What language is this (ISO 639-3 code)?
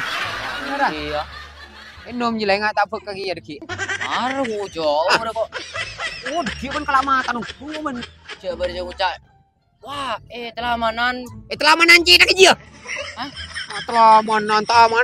mad